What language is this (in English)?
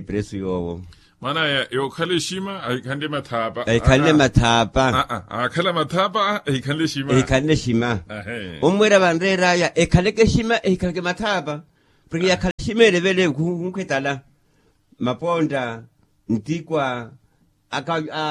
Makhuwa